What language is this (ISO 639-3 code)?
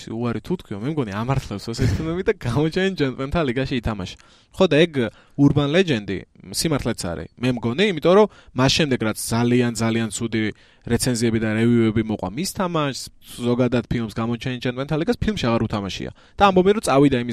kat